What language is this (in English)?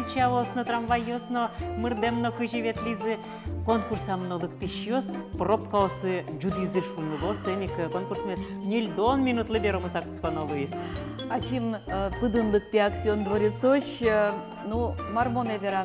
Udmurt